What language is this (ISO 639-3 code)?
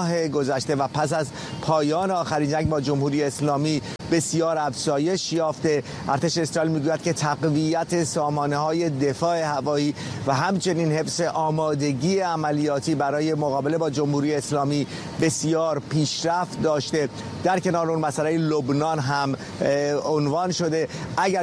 fas